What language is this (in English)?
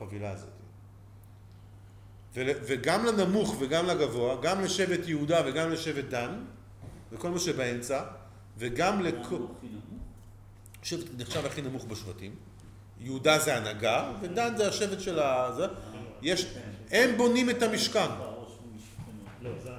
Hebrew